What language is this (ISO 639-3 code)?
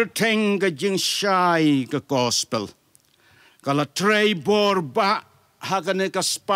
kha